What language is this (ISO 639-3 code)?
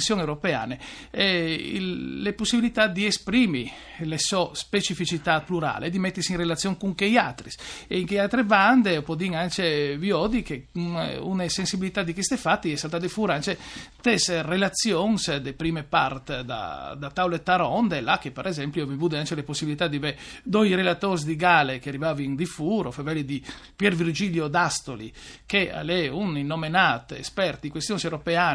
fur